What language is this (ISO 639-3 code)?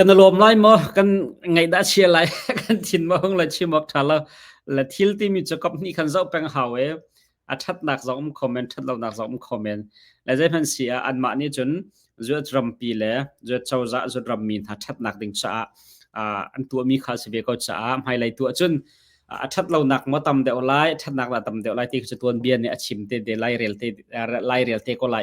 cnh